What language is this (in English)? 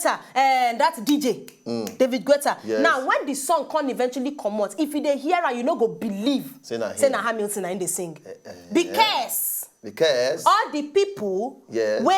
Nigerian Pidgin